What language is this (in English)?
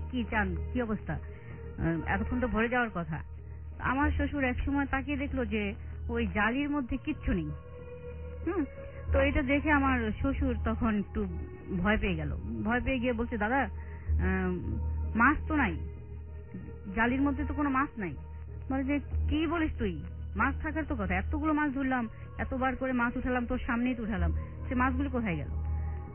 Bangla